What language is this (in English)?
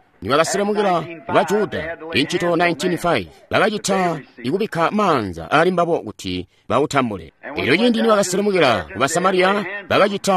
Tonga (Zambia)